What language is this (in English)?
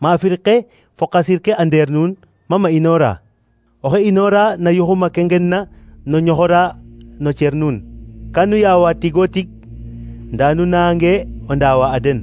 Serer